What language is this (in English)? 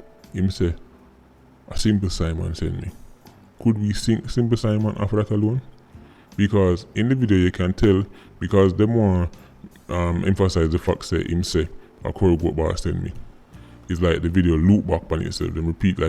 Jamaican Creole English